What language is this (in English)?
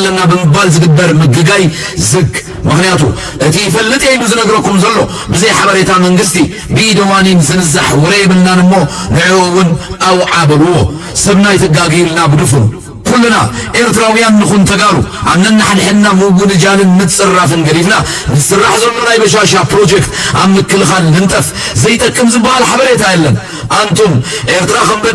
Tigrinya